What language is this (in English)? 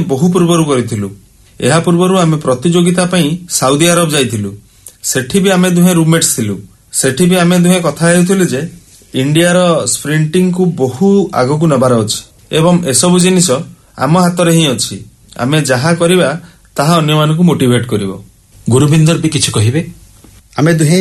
Odia